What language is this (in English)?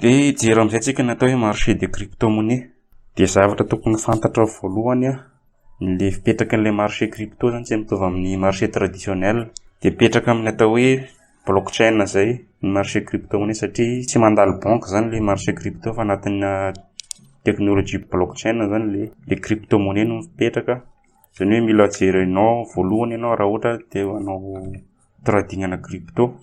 Malagasy